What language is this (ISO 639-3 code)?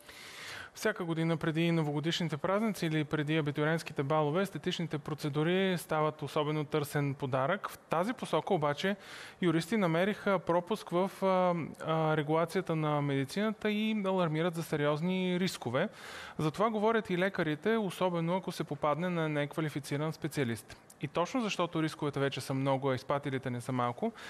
bul